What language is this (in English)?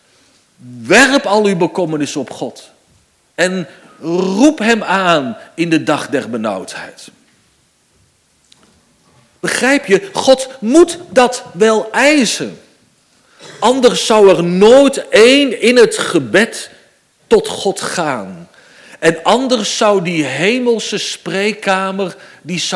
Dutch